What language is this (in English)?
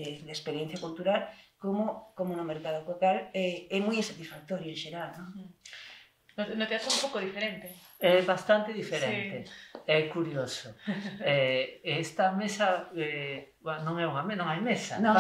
Galician